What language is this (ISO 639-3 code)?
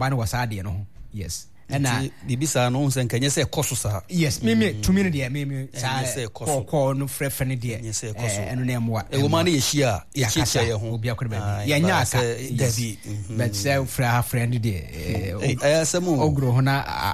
aka